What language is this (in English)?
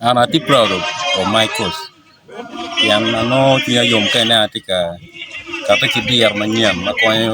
Acoli